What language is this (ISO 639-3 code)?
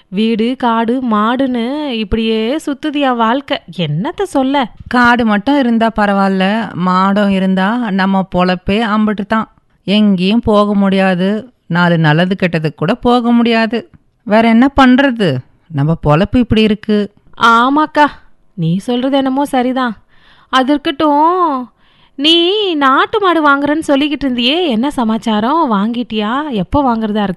tam